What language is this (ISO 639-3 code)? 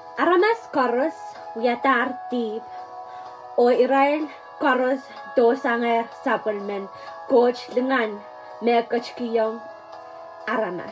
pon